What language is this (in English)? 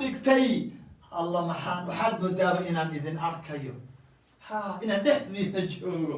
Somali